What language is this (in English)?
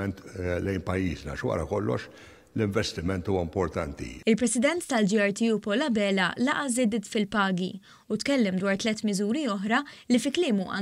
Maltese